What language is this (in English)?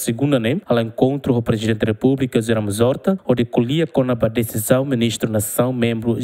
Tetum